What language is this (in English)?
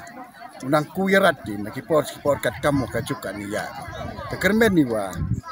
Khasi